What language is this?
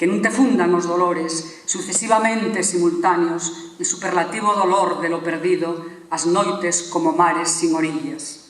Asturian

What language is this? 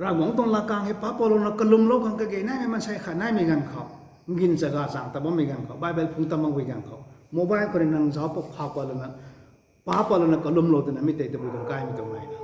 Rongmei Naga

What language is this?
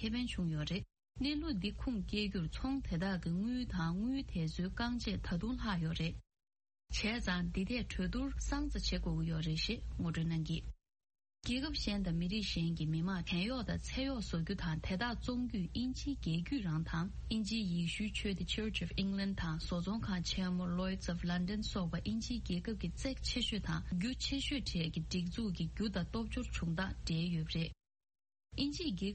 Tibetan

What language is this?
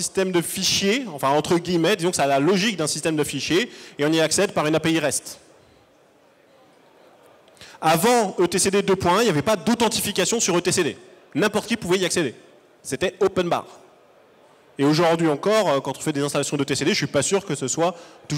French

